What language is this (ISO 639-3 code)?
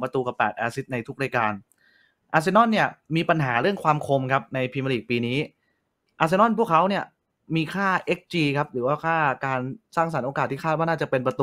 tha